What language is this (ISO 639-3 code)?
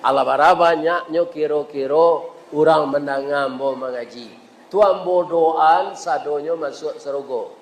min